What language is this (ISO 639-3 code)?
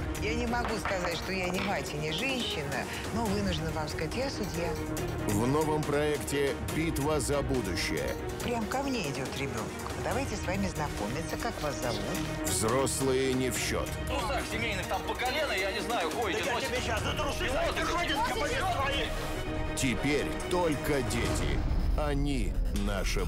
rus